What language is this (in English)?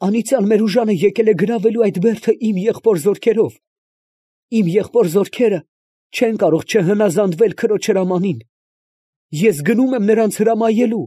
Armenian